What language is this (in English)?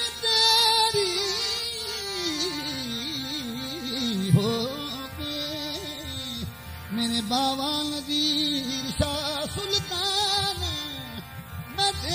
Punjabi